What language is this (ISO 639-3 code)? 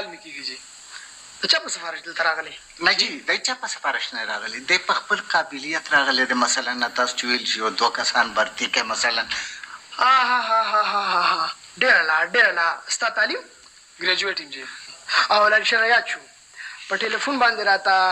pus